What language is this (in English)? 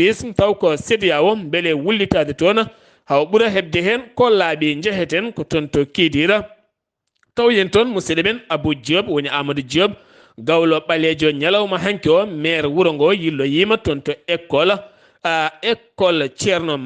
Fula